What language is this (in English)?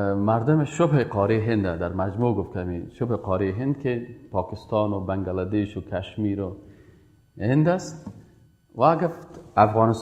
Persian